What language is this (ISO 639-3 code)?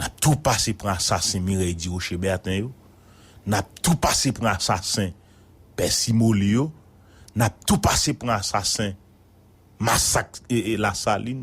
hat